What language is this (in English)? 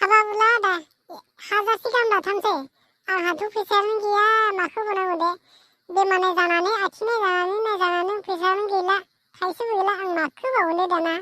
Bodo